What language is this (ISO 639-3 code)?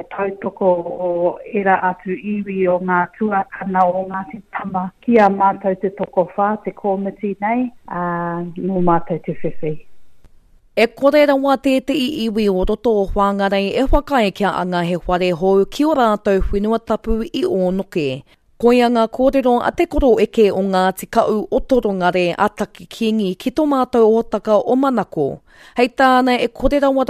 mri